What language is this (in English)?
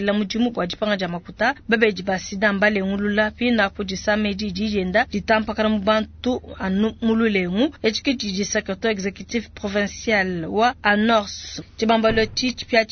Luba-Lulua